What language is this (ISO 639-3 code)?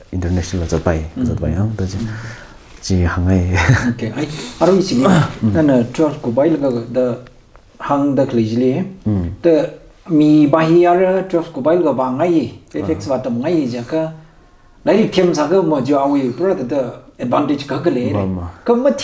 nmf